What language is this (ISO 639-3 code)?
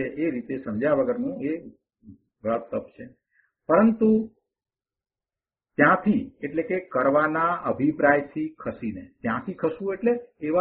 guj